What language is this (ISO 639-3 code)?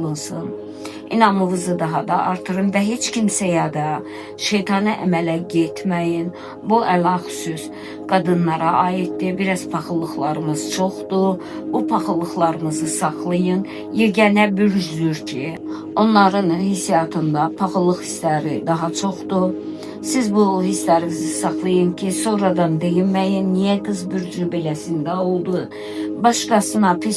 aze